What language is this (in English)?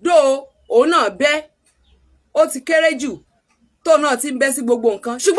Yoruba